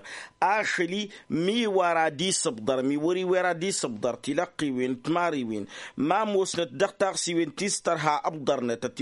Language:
Tamasheq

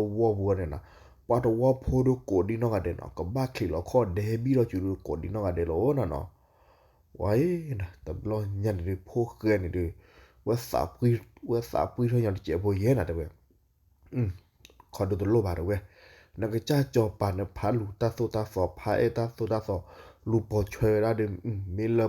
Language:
S'gaw Karen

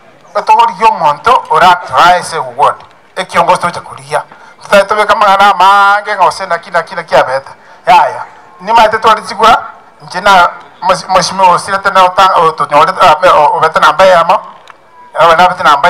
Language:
Gusii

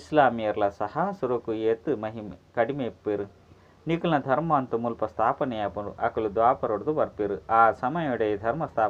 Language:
Tulu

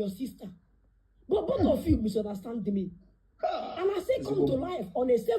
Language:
Igbo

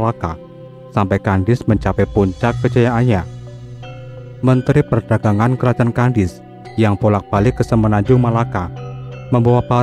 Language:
Indonesian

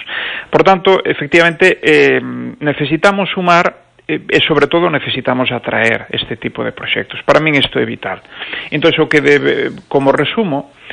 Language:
Galician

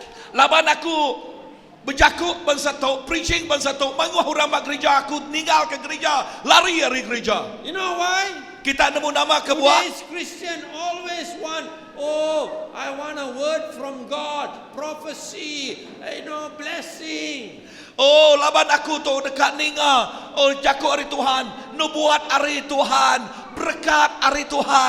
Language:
Iban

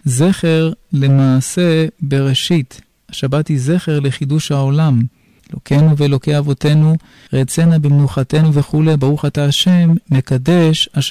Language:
Hebrew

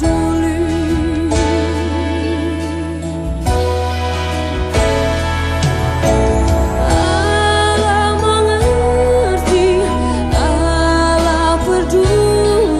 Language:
Indonesian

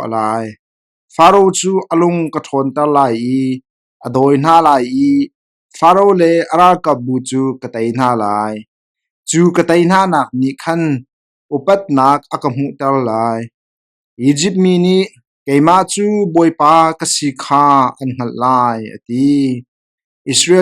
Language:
Hakha Chin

